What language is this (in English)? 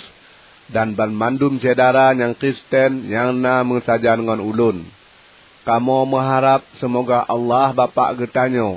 Achinese